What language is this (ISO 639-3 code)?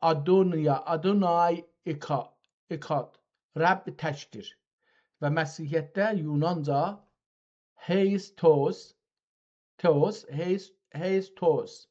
azb